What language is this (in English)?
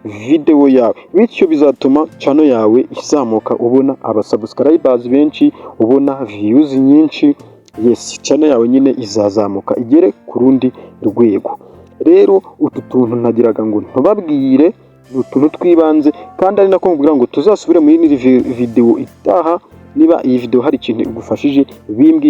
Kinyarwanda